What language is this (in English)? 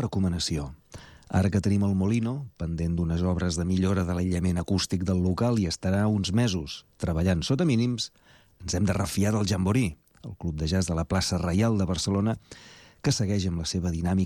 Catalan